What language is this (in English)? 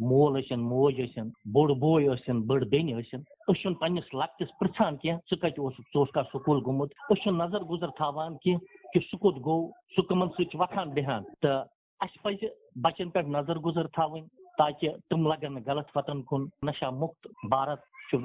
Kashmiri